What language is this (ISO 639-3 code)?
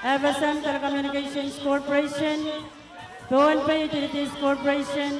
pon